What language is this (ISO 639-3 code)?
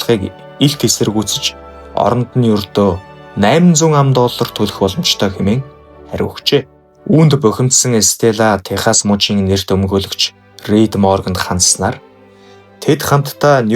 mon